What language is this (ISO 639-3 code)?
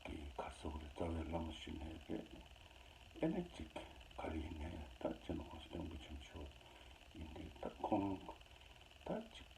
bod